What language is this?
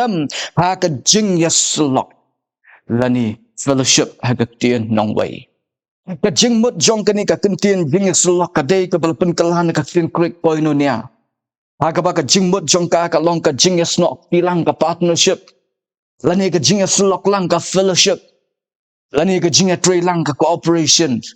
Khasi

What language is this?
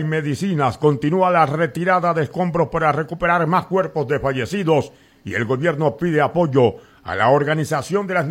Spanish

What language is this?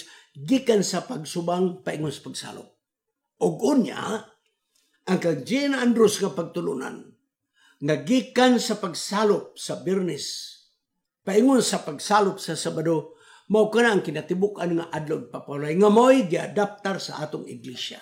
Cebuano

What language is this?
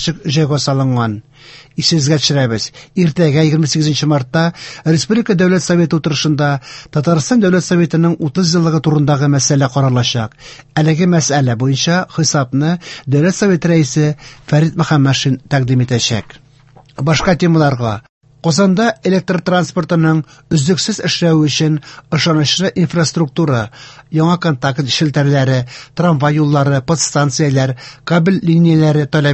Tatar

